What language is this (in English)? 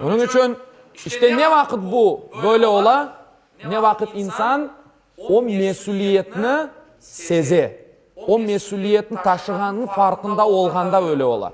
Crimean Tatar